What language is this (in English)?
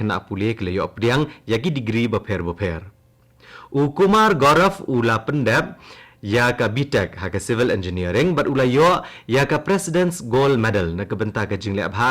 Khasi